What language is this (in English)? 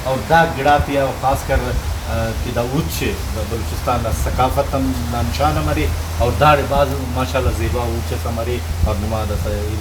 Brahui